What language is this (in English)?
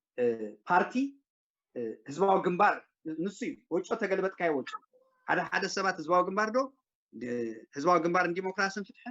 Tigrinya